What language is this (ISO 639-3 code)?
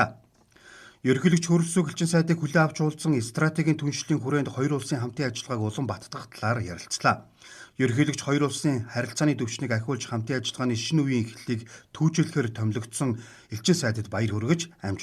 mon